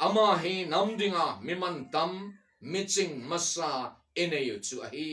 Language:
Thado Chin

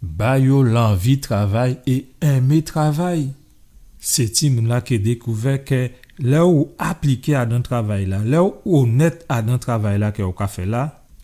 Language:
Guadeloupean Creole French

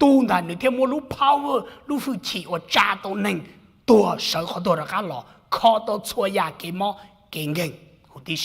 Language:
Hmong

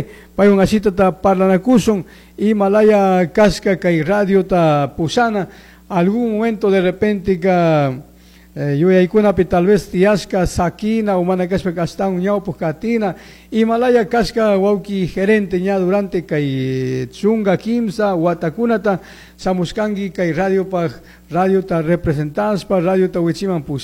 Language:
Chimborazo Highland Quichua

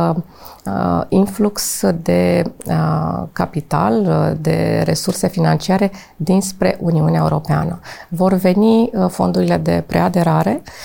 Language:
Romanian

